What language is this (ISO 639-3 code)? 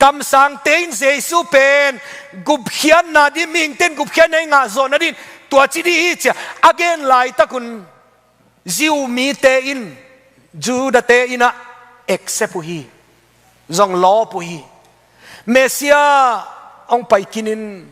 ctd